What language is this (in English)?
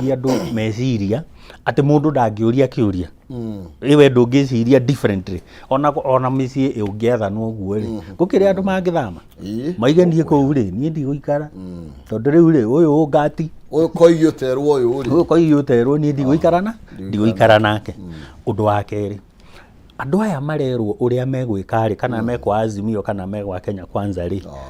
Kikuyu